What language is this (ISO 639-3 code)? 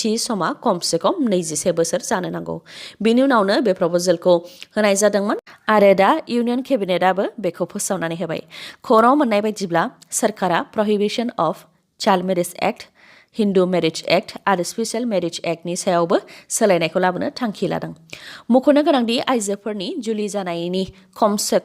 brx